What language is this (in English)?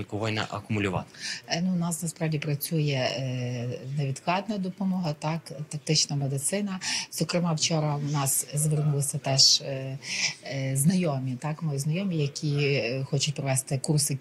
Ukrainian